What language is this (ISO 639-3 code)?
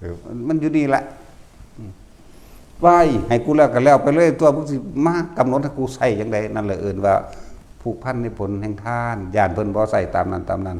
tts